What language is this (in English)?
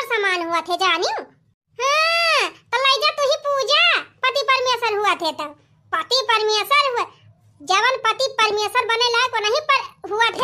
Awadhi